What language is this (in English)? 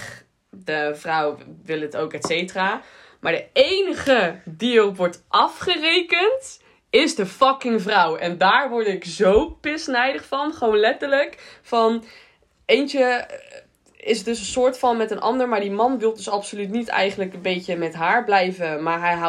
Dutch